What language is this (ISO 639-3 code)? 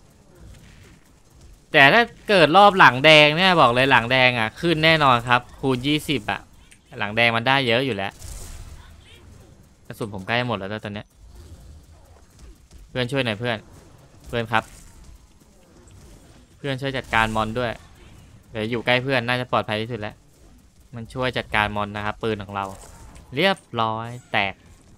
tha